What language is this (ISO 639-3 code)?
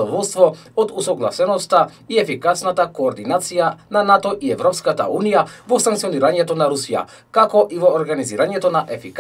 mkd